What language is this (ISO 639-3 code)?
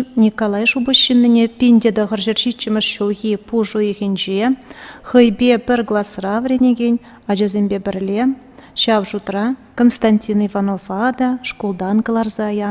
chv